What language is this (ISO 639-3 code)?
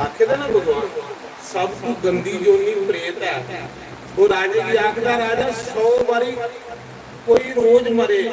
doi